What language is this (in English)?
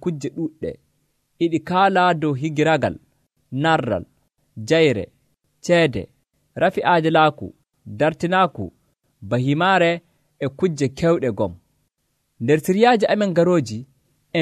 Nigerian Fulfulde